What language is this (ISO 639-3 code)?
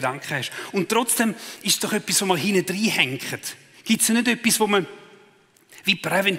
gsw